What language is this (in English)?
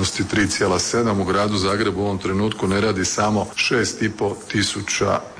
Croatian